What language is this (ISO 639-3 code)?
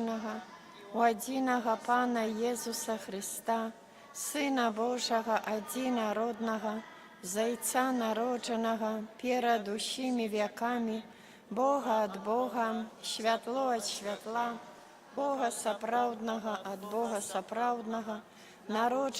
bel